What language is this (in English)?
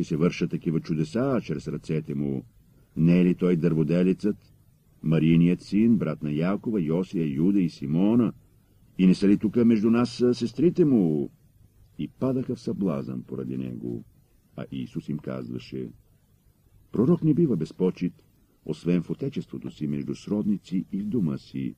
Bulgarian